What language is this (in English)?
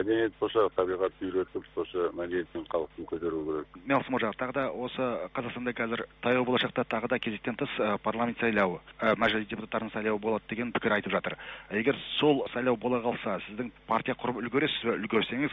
Kazakh